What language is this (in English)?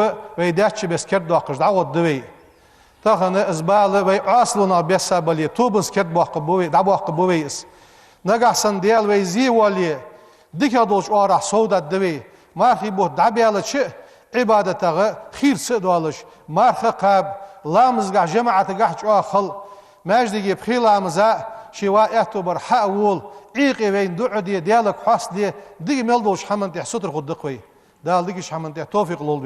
Ingush